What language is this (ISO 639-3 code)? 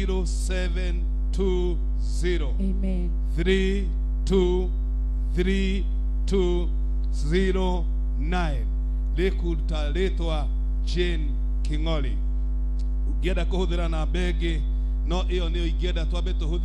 kik